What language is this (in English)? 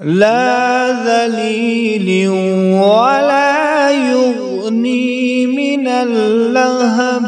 Kashmiri